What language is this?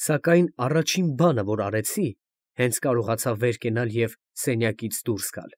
Armenian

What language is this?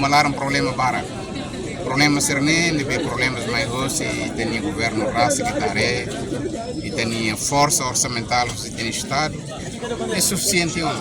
Tetum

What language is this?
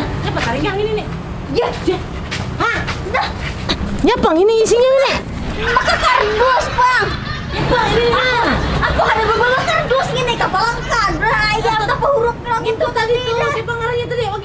Banjar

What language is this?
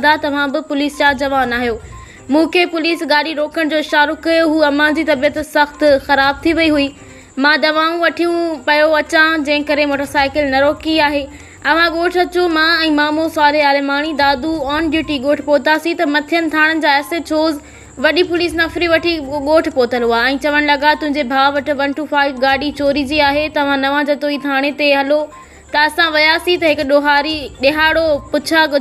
Sindhi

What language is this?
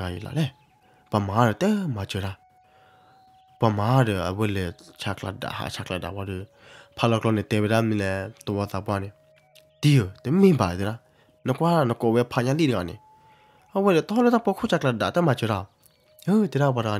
S'gaw Karen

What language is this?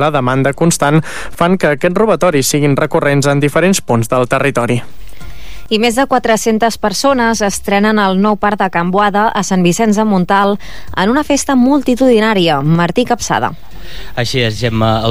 Catalan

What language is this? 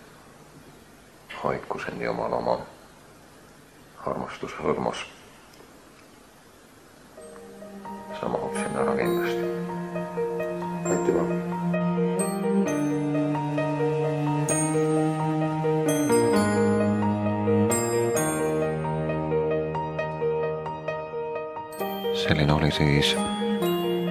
Estonian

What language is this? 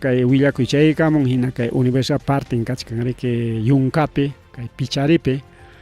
Ayacucho Quechua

